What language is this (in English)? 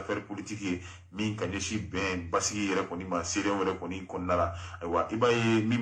Bambara